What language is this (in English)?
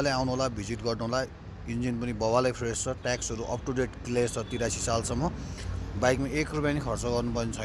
Nepali